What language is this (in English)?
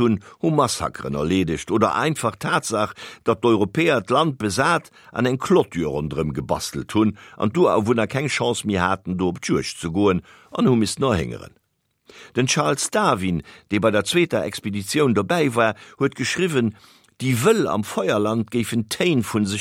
Luxembourgish